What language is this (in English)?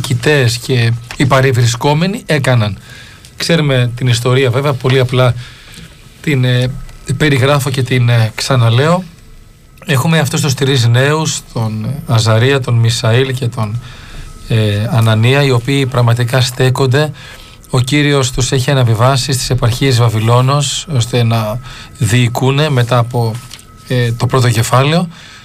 Greek